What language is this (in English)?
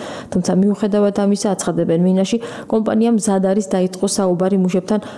Georgian